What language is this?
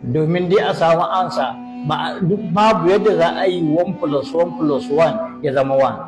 Hausa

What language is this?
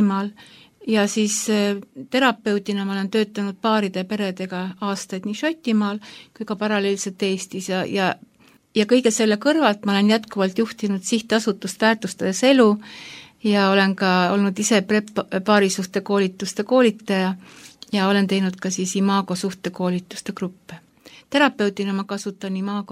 Estonian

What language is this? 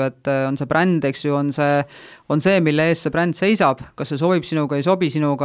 Estonian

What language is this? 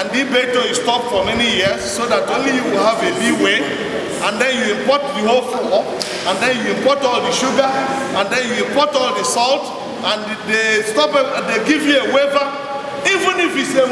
Igbo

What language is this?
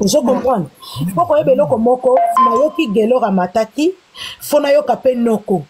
Lingala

